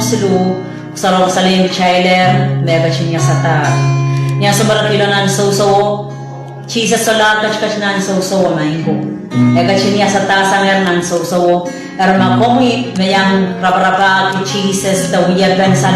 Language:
Pohnpeian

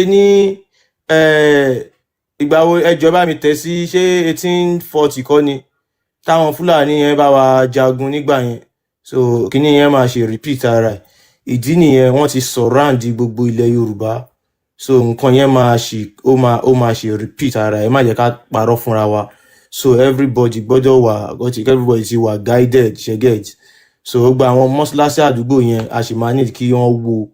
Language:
Yoruba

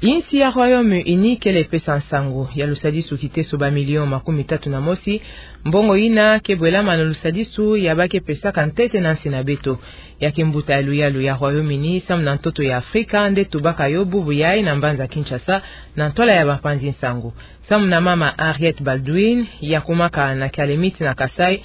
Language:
Kituba (Democratic Republic of Congo)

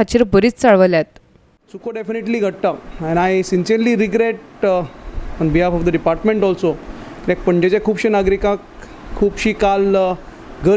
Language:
Konkani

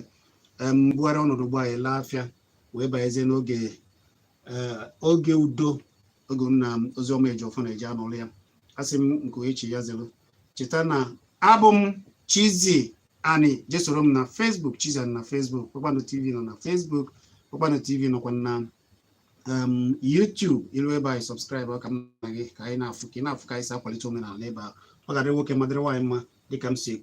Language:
Igbo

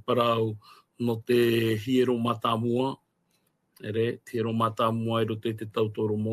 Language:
Tahitian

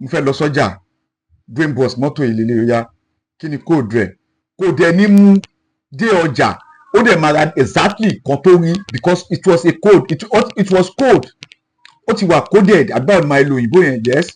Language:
Yoruba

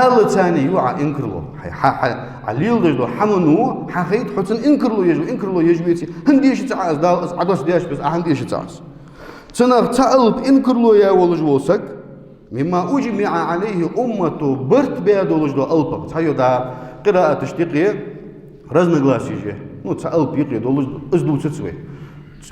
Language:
Ingush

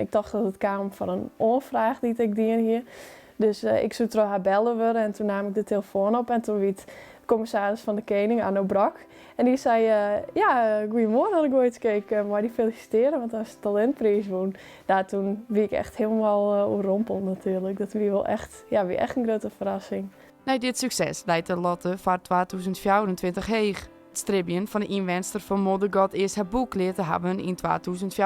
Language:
Western Frisian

